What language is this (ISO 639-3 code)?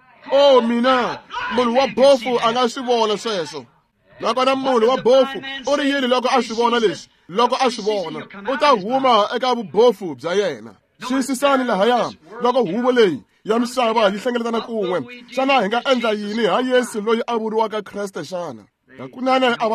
tso